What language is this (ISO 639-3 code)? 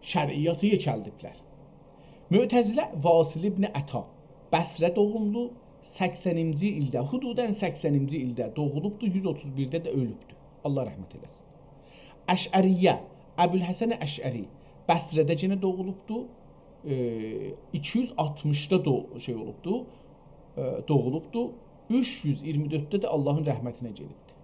azb